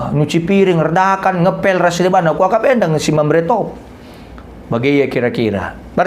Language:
Batak Karo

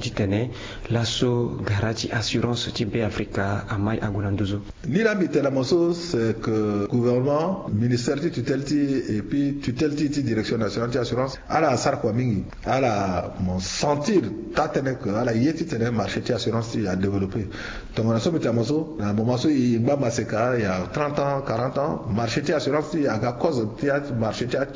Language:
Sango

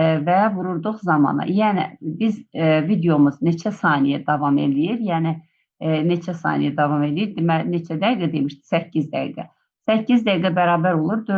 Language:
Azerbaijani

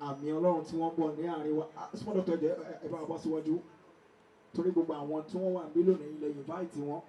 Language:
Yoruba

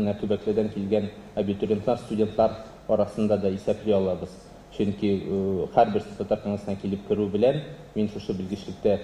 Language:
Tatar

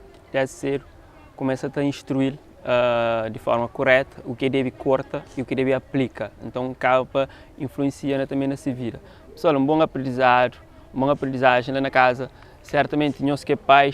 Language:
Kabuverdianu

